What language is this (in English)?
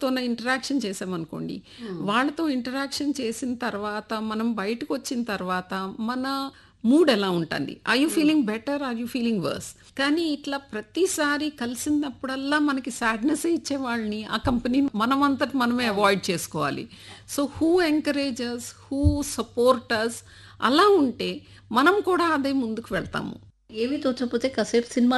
Telugu